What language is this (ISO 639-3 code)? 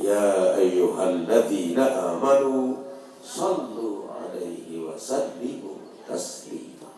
sas